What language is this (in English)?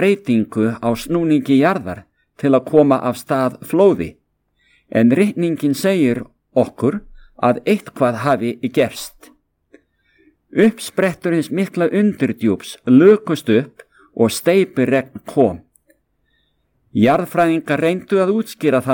Icelandic